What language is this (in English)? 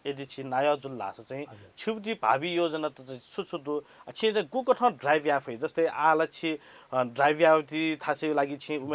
Newari